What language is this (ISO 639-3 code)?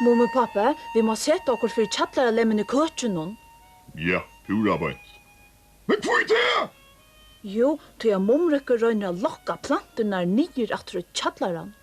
fao